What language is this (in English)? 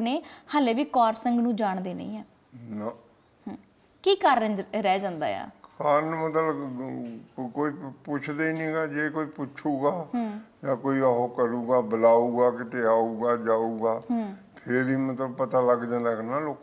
Punjabi